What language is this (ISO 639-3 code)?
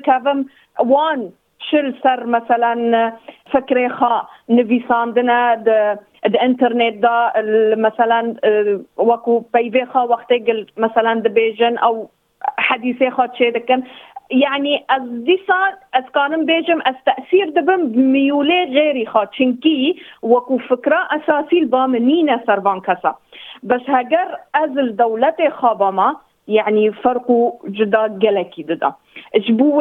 kur